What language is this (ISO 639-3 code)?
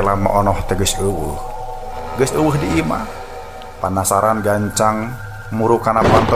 sun